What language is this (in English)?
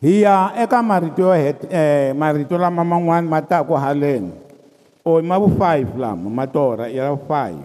Tsonga